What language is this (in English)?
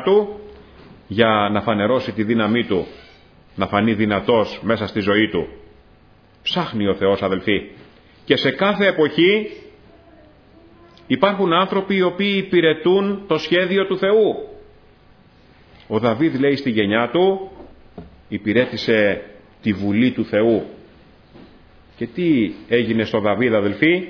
Greek